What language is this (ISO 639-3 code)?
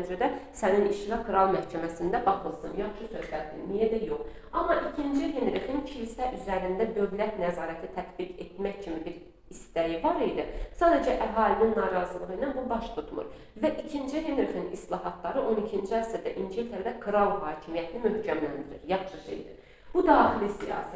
aze